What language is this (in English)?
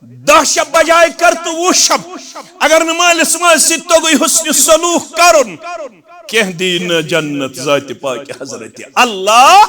Kashmiri